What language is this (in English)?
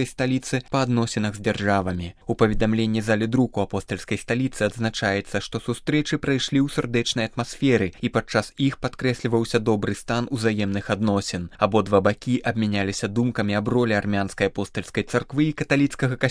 Belarusian